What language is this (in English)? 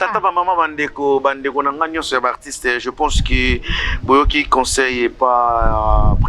Lingala